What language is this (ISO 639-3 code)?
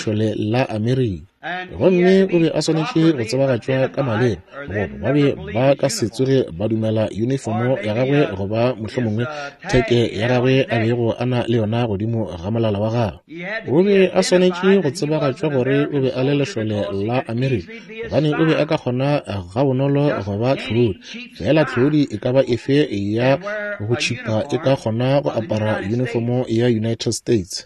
nso